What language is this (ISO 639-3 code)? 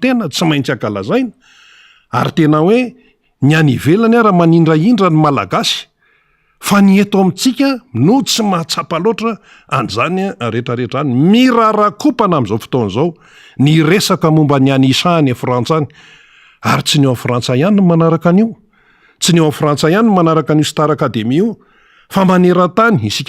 mlg